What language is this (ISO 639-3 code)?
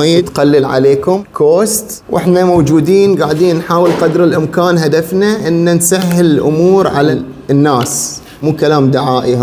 ara